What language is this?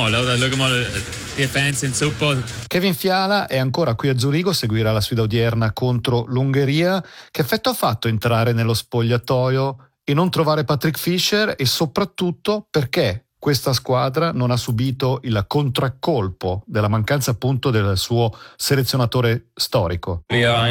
Italian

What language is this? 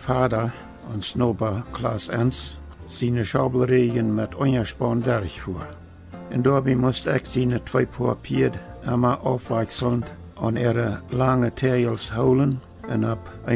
Plautdietsch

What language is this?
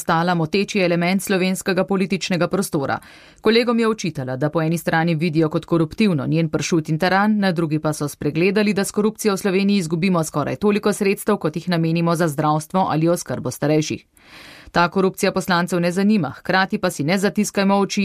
Slovenian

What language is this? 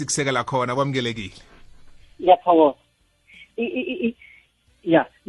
South Ndebele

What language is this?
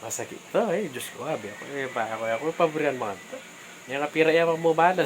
Pampanga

